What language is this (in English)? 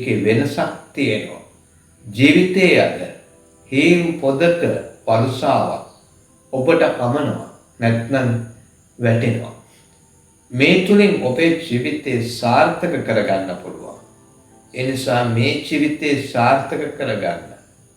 Sinhala